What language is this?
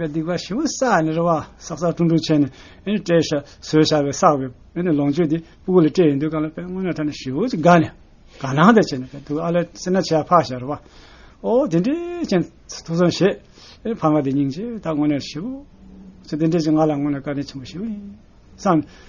Tibetan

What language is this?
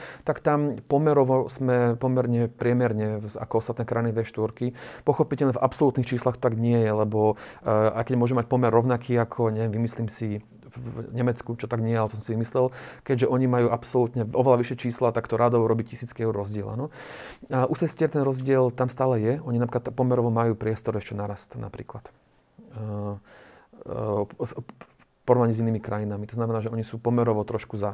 Slovak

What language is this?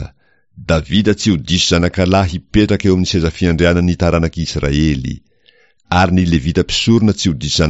Malagasy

